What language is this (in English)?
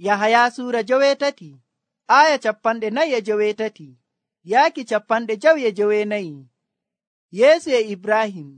Nigerian Fulfulde